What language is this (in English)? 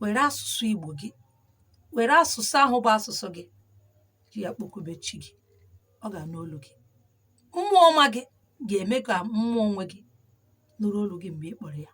Igbo